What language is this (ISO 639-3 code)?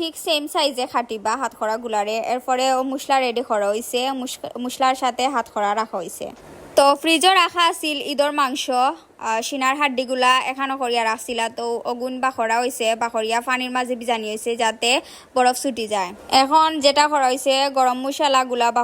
syl